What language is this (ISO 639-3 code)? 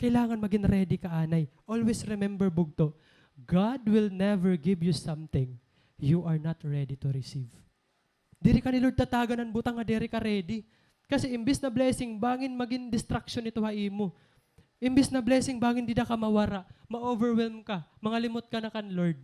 war